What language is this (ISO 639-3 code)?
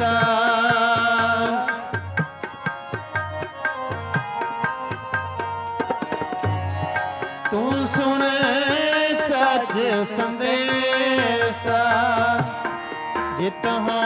pan